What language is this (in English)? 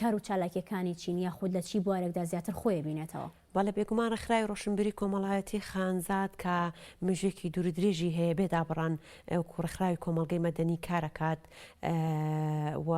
Central Kurdish